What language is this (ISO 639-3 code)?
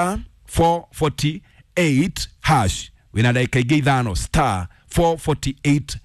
kik